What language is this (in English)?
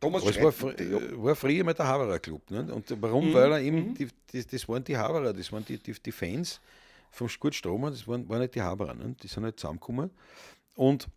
Bavarian